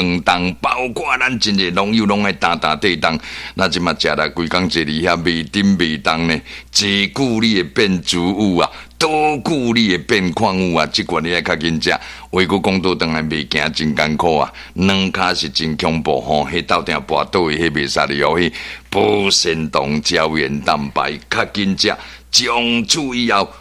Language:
Min Nan Chinese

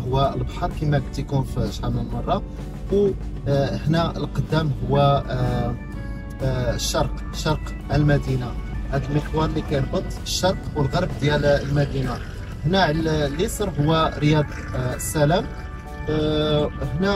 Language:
Moroccan Arabic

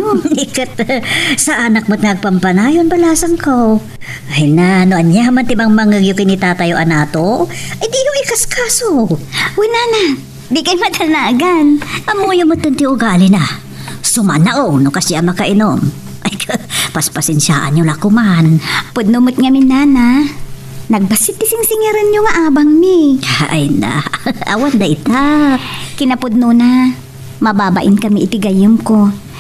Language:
Iloko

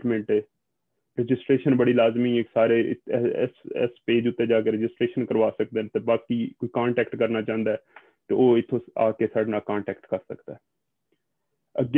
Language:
Punjabi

